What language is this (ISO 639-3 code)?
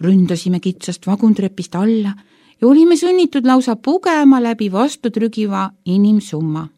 est